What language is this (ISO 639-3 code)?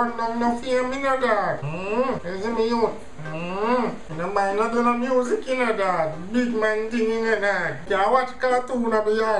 jam